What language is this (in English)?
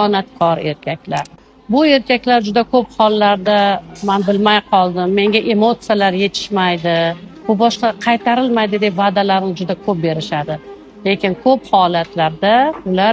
Uzbek